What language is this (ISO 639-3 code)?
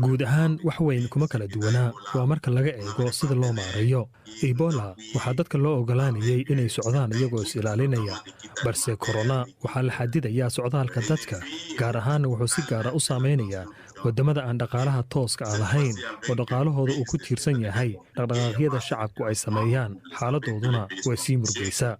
som